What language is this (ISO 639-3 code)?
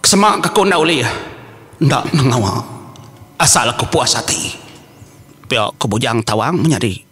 iba